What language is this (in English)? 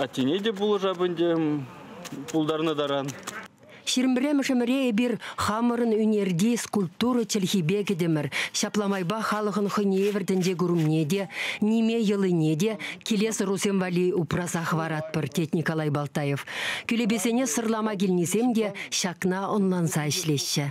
Chuvash